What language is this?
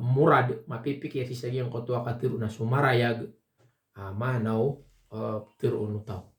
Maranao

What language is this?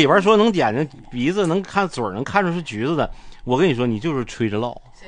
Chinese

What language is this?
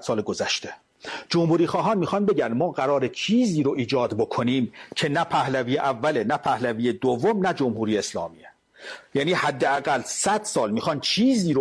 Persian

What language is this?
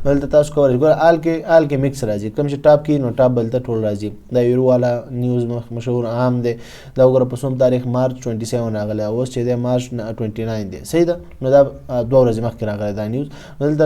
Pashto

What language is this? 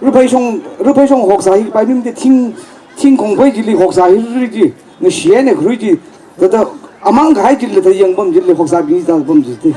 Tangkhul Naga (India)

